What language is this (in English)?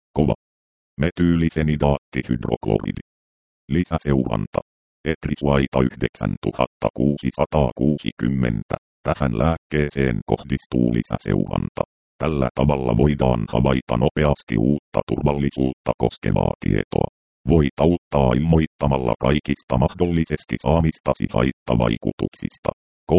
Finnish